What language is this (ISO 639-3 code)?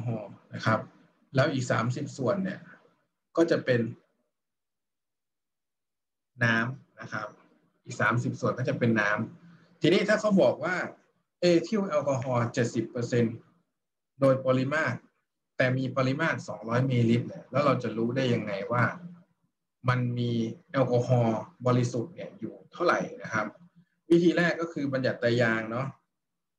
tha